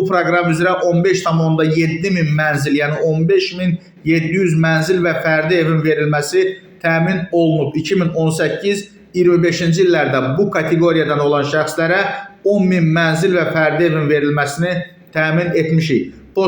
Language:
Azerbaijani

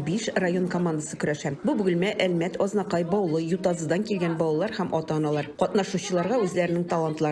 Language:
Tatar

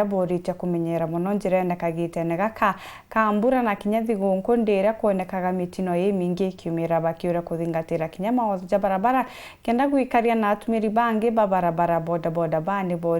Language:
Meru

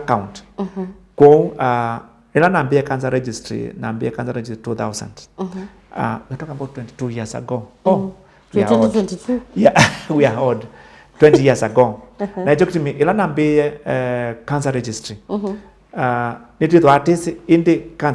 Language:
Kamba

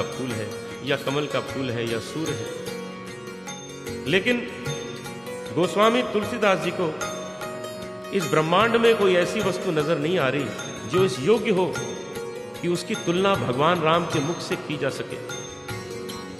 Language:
Hindi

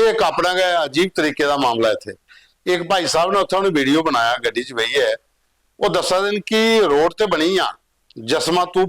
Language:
Dogri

